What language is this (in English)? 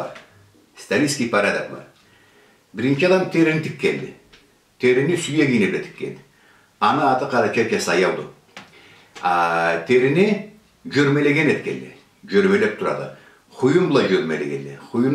Karachay-Balkar